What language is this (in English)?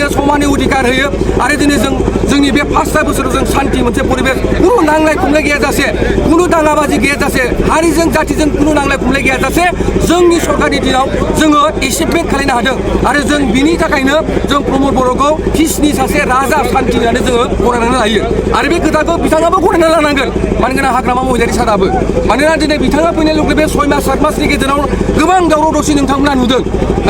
Bodo